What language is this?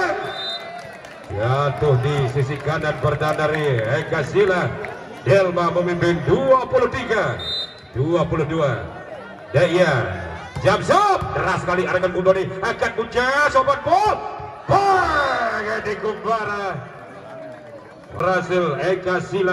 Indonesian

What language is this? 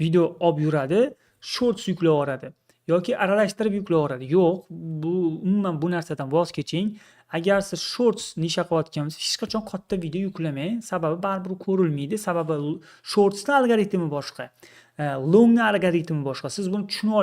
Uzbek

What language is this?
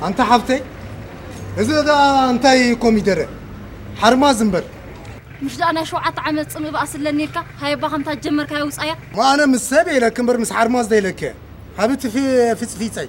Tigrinya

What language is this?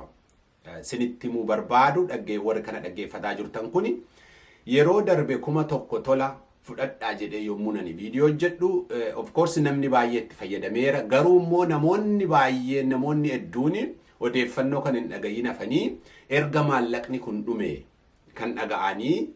Oromo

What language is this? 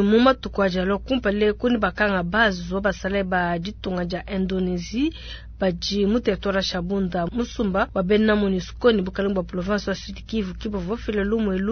Luba-Lulua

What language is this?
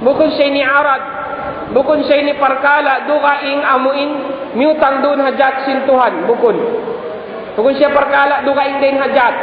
Tausug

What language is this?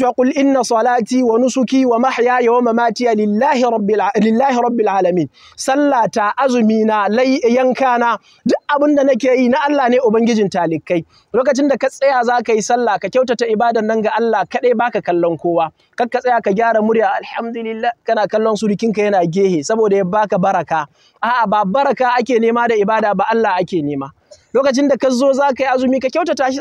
Hausa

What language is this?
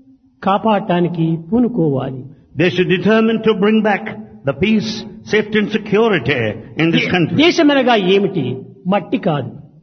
Telugu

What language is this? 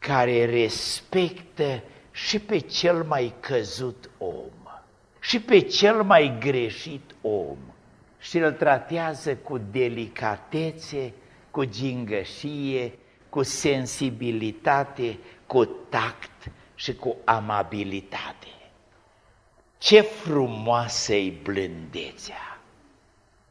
Romanian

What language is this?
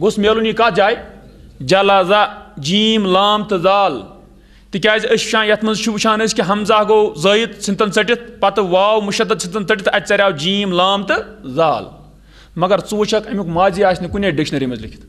Kashmiri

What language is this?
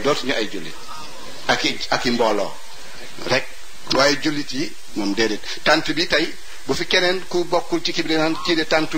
Wolof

